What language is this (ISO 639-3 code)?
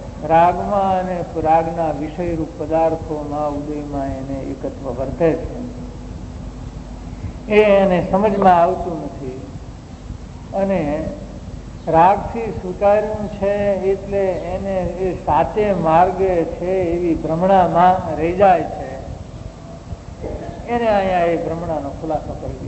guj